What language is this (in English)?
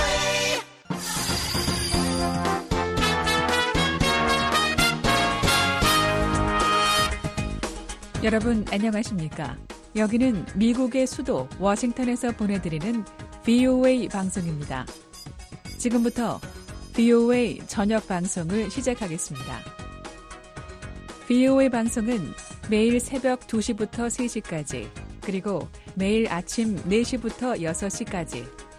Korean